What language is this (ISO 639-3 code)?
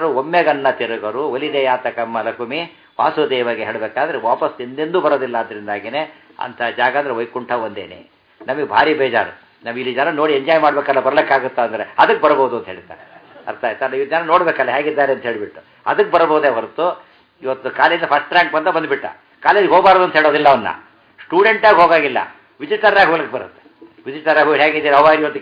kan